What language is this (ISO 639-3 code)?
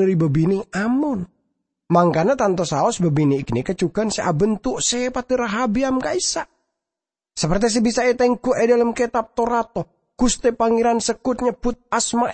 mad